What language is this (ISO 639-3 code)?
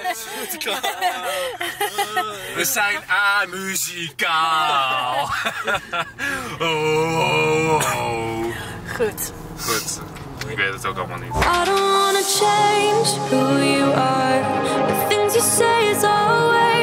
nld